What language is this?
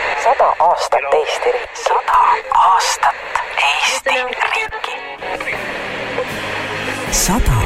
Estonian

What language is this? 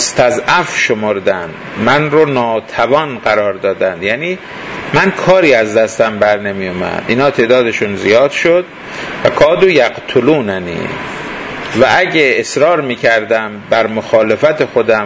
Persian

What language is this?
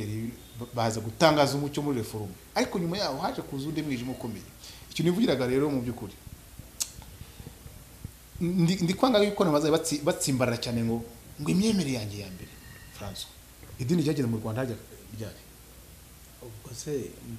Kinyarwanda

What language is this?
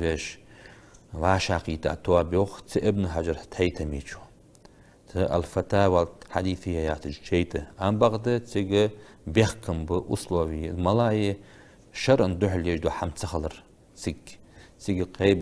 Ingush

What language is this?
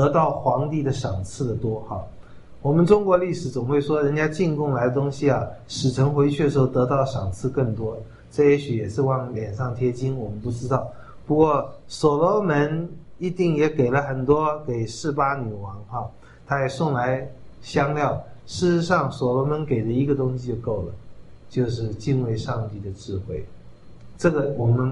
Chinese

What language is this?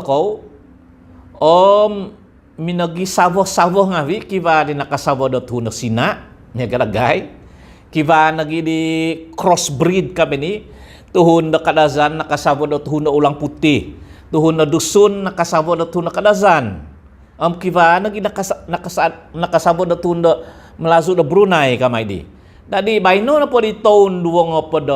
Central Dusun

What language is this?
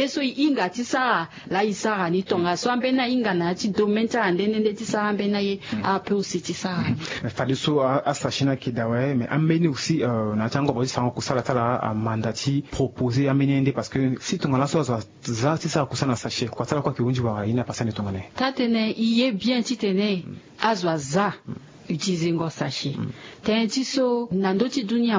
Sango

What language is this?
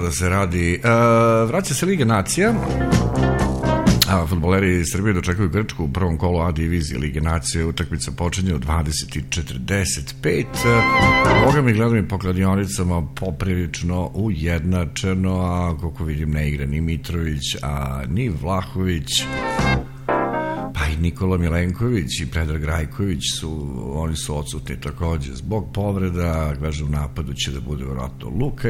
Serbian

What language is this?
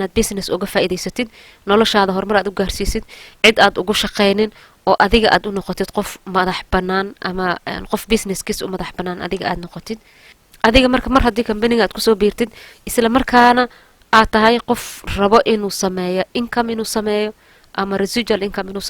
Somali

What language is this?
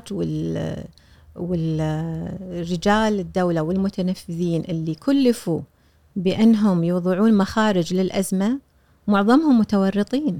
Gulf Arabic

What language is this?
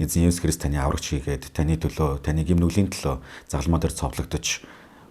Mongolian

